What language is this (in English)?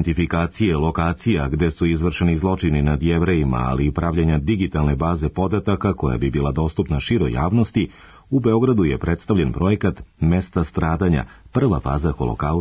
Serbian